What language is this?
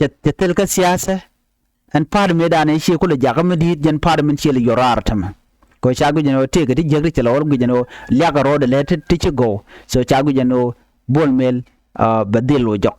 Nuer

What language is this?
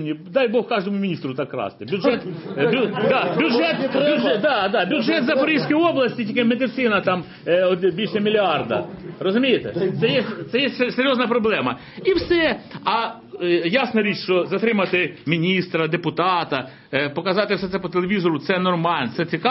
Ukrainian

